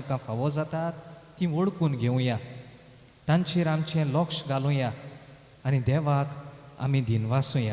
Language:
Konkani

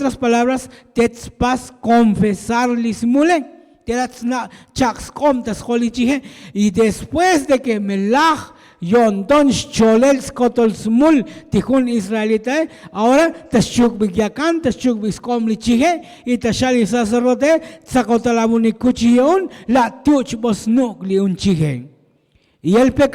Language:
Tzotzil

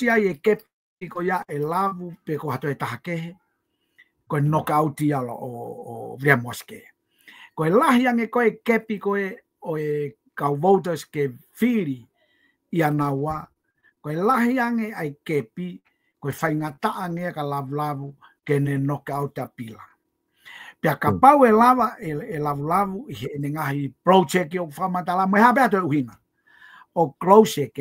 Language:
Tongan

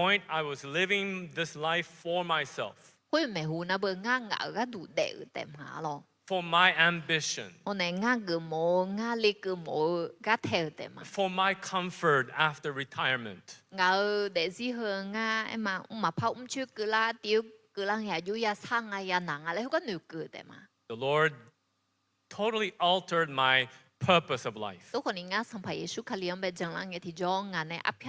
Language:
Akha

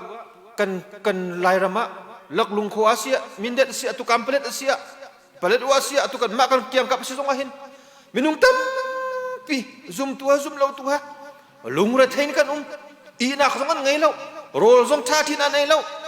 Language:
Hakha Chin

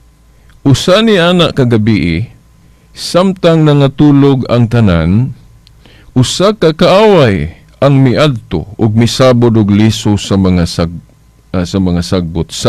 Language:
Cebuano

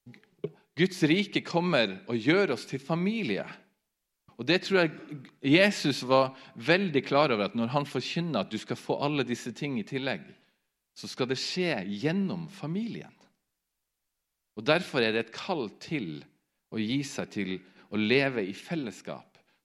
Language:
Norwegian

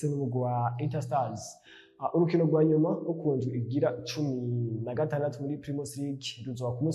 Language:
Rundi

